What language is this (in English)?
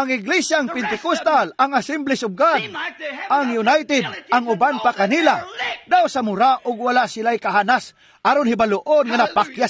Cebuano